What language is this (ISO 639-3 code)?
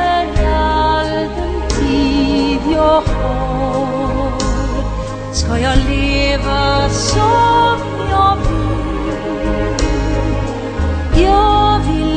swe